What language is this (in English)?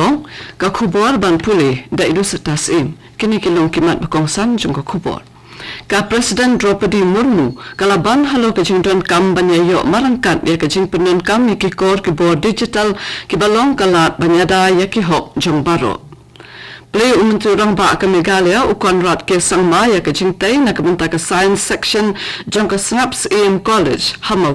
Khasi